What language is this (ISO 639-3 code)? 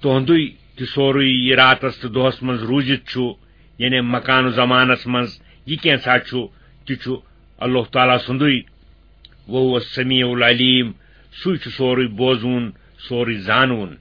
kas